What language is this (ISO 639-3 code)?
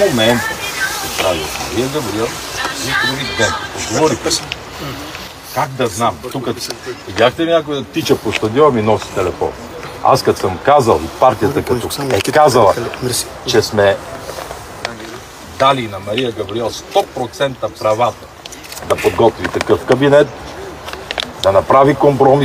bul